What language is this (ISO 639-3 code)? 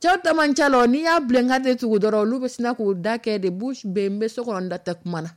dyu